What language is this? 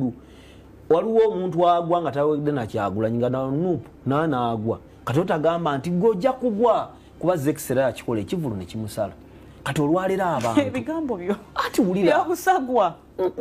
Ganda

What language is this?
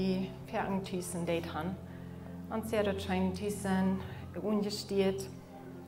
Plautdietsch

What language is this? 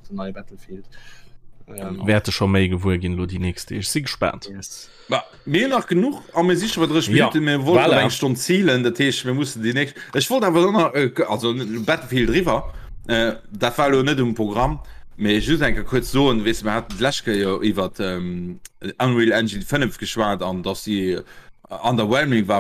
Luxembourgish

